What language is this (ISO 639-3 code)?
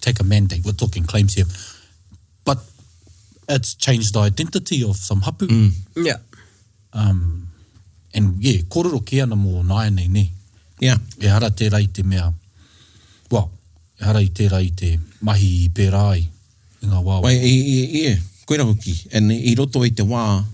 mri